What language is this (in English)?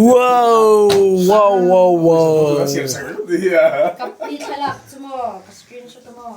Mizo